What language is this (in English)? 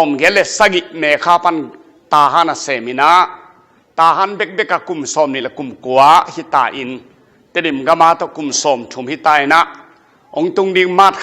Tedim Chin